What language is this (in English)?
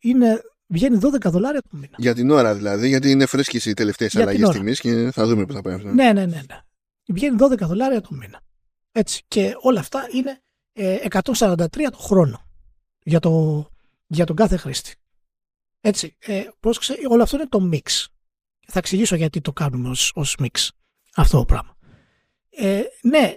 Greek